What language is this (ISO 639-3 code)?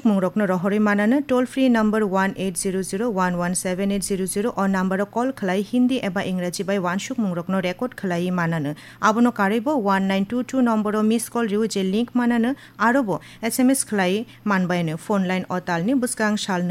trp